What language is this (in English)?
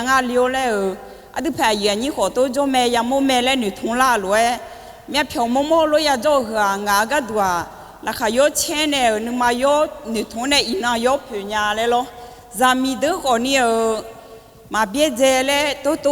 Akha